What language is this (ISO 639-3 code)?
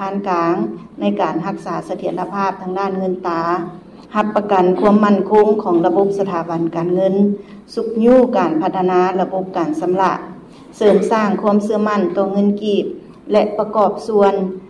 lao